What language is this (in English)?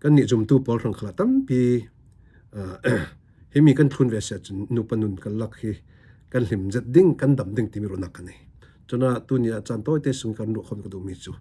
Falam Chin